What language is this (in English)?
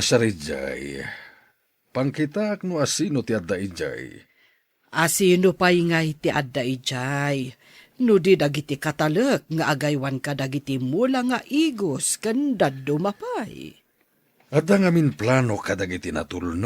Iloko